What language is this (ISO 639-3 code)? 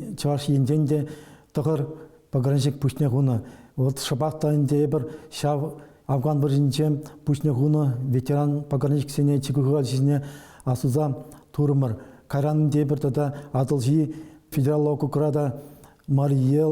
chv